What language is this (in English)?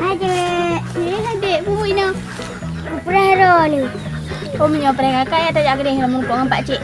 Achinese